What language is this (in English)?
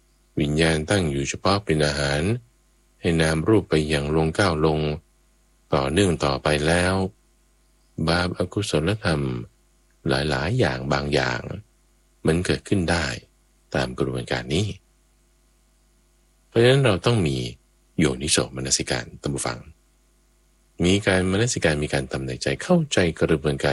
Thai